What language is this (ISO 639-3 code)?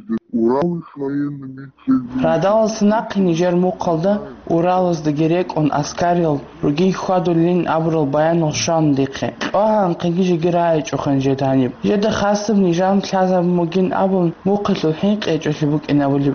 ava